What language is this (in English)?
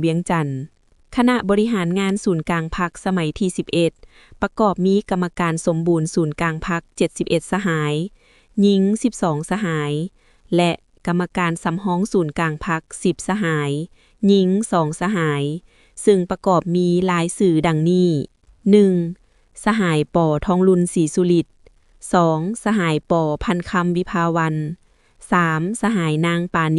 Lao